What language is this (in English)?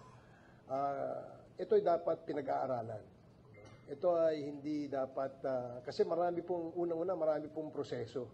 Filipino